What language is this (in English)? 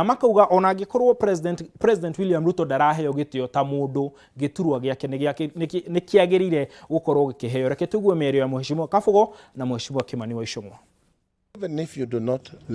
Kikuyu